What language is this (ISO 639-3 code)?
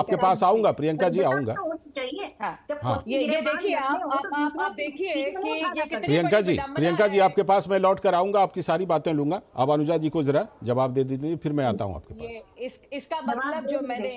hin